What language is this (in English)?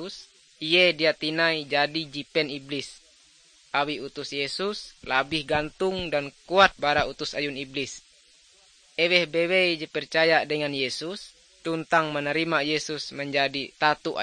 Ngaju